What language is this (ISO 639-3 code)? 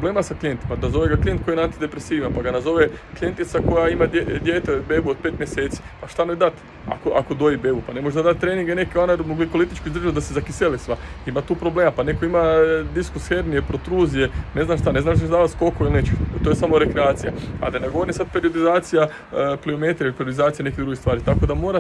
hrv